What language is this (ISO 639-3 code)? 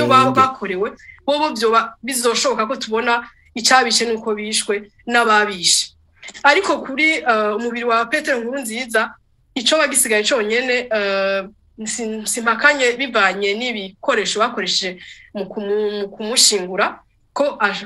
run